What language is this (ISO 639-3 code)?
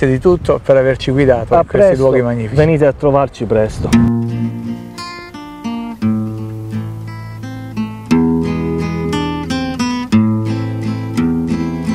ita